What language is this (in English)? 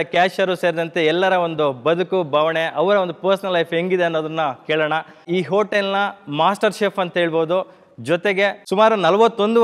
Kannada